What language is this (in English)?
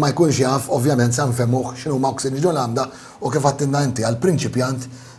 Maltese